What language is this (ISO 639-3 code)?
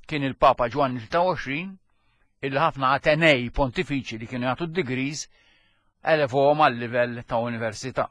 mlt